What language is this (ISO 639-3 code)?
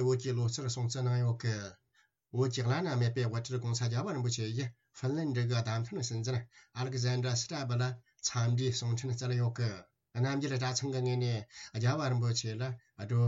bod